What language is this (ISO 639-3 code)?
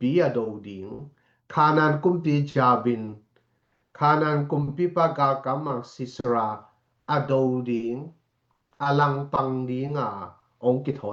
ctd